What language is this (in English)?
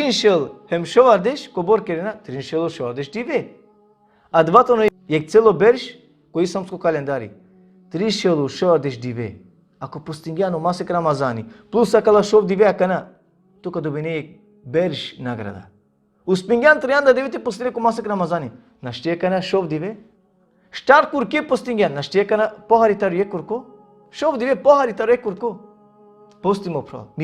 Balkan Romani